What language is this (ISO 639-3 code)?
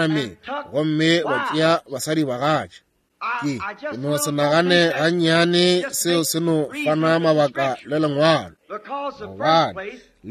nso